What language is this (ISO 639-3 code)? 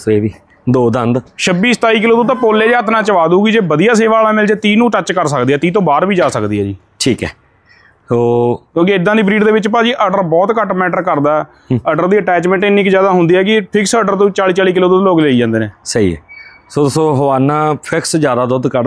pan